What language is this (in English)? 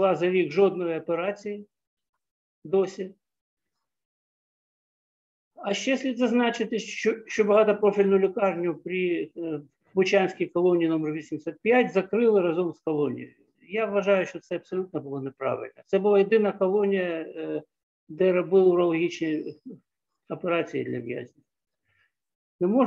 Ukrainian